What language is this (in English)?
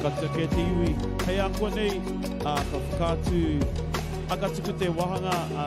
Māori